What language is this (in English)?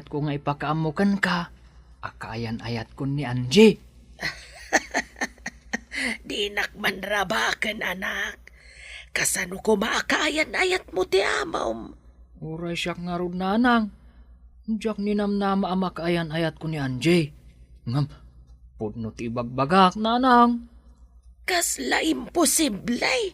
Iloko